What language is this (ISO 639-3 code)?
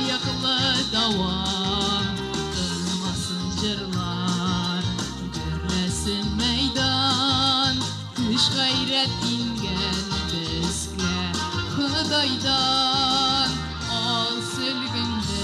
tat